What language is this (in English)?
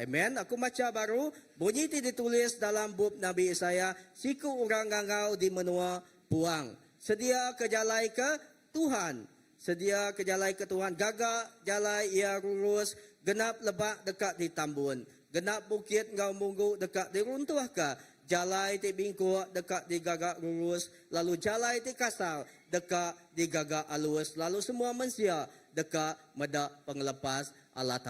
Iban